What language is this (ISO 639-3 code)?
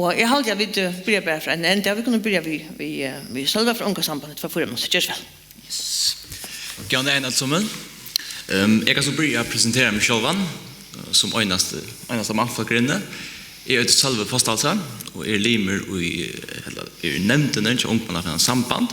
fao